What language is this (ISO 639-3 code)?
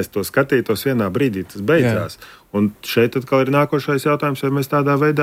lav